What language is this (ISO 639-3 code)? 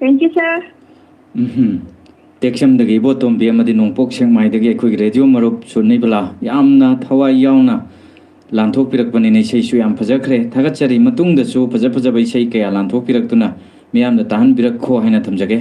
mni